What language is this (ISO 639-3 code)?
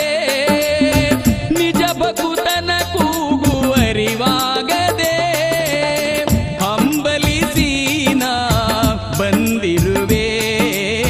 kan